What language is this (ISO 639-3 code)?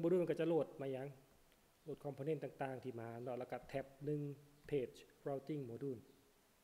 tha